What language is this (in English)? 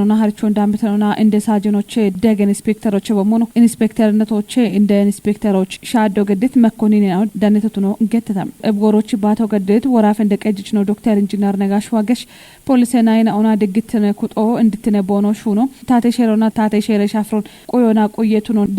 Kafa